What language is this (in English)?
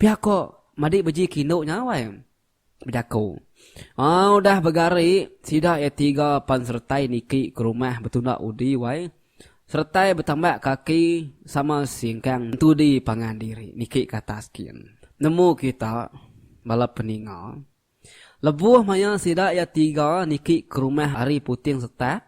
Iban